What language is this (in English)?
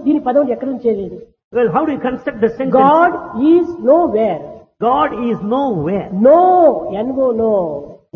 Telugu